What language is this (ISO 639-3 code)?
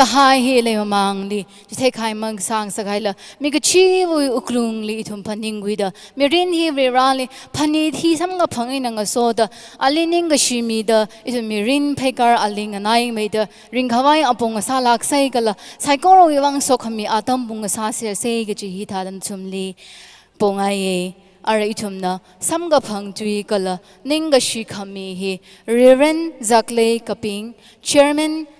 nmf